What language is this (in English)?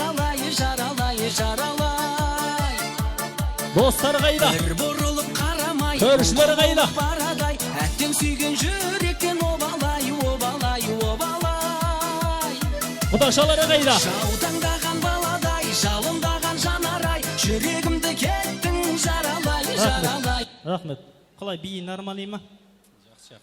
Kara-Kalpak